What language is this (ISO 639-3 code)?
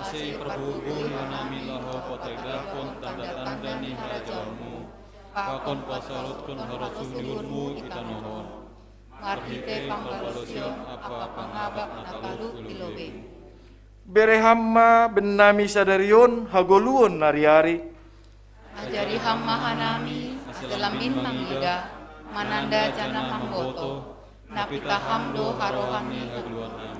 bts